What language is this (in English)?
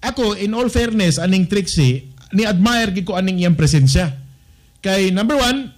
Cebuano